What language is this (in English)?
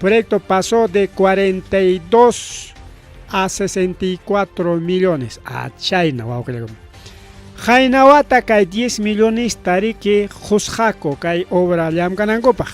Ayacucho Quechua